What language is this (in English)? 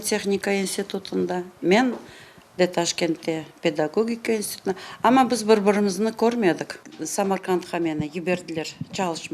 Crimean Tatar